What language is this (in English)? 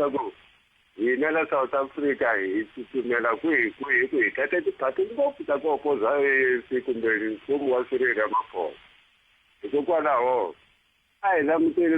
Tsonga